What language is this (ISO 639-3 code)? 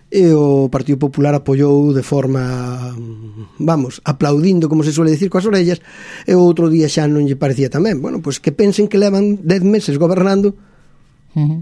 glg